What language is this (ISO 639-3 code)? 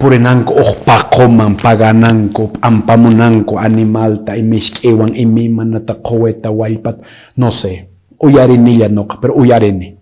que